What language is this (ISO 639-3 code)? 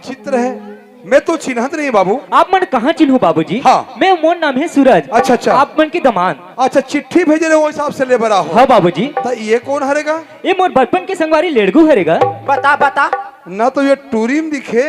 hne